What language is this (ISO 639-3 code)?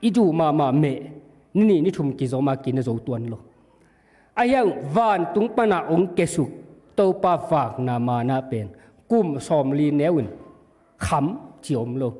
ctd